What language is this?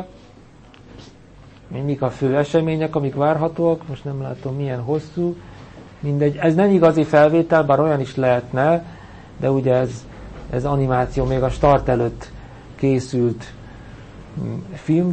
Hungarian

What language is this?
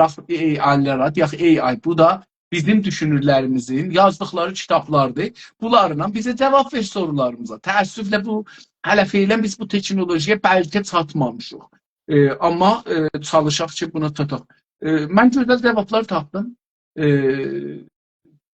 South Azerbaijani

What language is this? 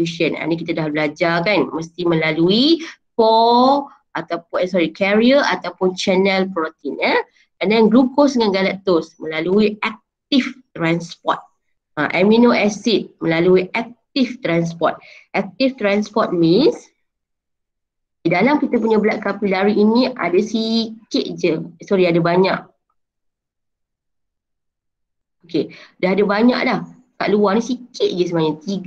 Malay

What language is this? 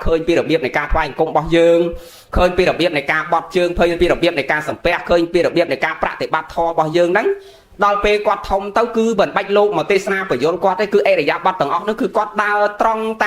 Khmer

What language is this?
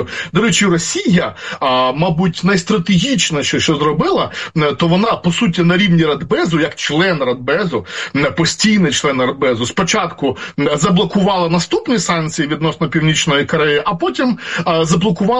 Ukrainian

